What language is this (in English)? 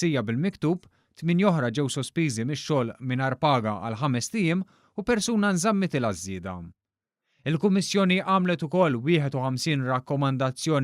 Maltese